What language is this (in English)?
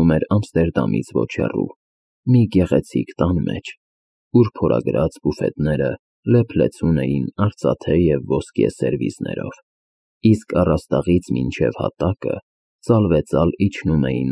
Armenian